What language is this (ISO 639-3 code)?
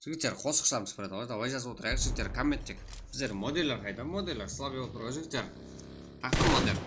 kaa